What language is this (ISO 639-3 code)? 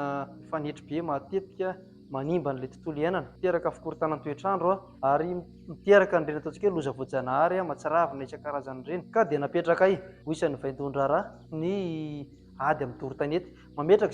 mlg